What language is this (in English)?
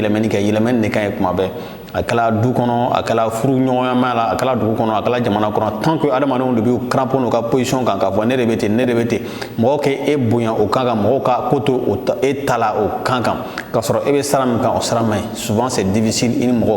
Bambara